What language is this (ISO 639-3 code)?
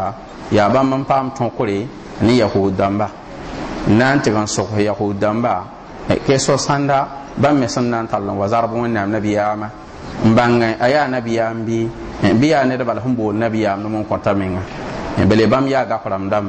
mos